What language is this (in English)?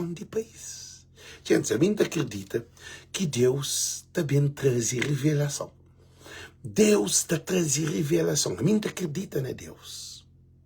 Kabuverdianu